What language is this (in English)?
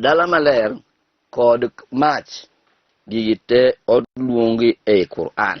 Luo (Kenya and Tanzania)